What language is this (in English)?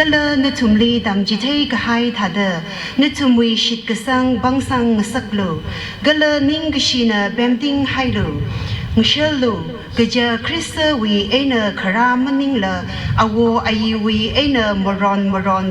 Tangkhul Naga (India)